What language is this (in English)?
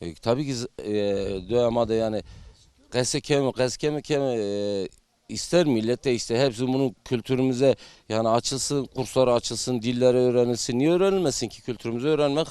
Zaza